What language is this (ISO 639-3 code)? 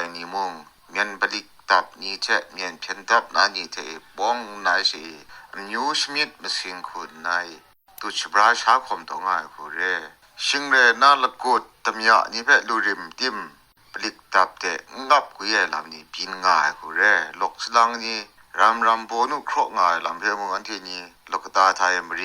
kac